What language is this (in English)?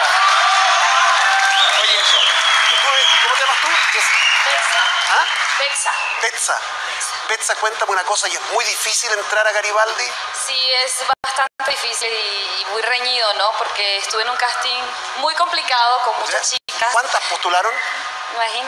Spanish